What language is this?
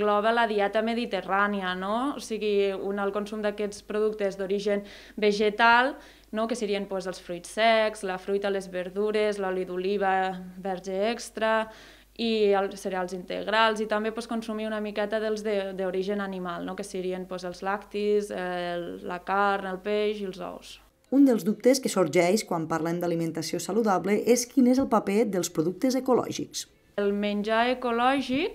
Catalan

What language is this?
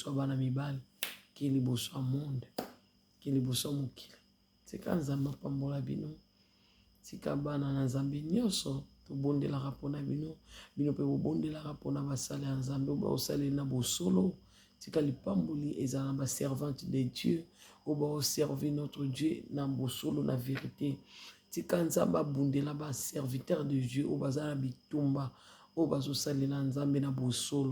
Lingala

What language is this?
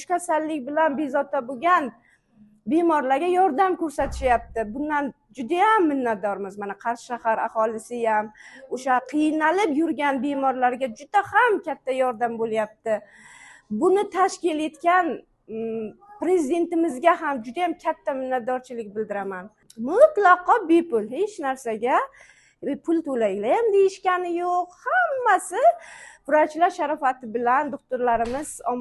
Uzbek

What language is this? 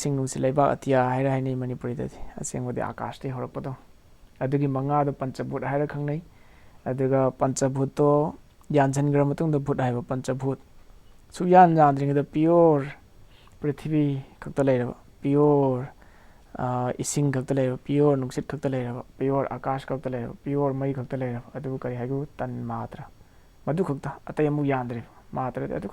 Manipuri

